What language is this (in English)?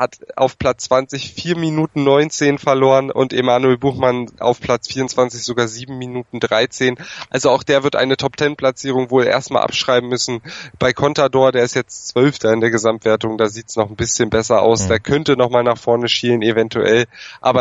German